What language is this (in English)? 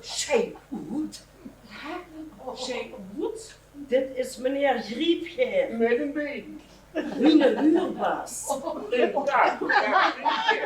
Limburgish